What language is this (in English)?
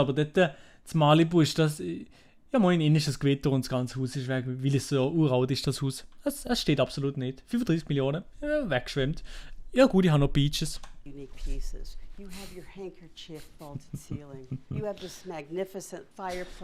Swiss German